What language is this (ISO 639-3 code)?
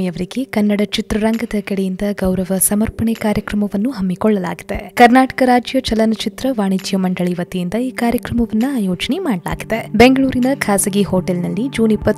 kan